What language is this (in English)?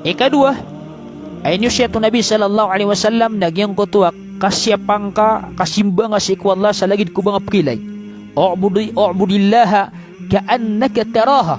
Maranao